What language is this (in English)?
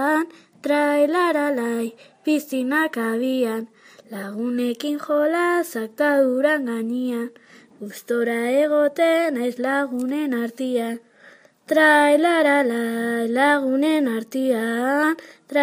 Basque